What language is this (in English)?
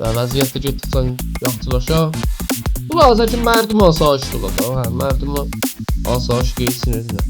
South Azerbaijani